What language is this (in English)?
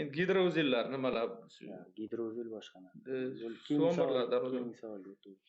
Uzbek